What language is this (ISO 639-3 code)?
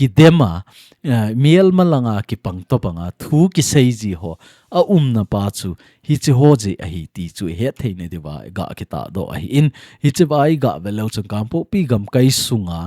tcz